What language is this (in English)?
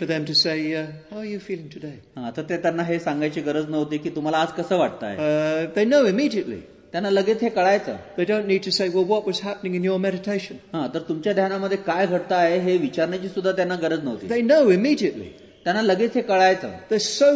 Marathi